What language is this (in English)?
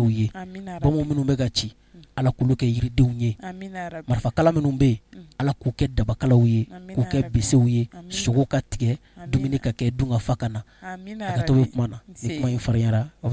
Bambara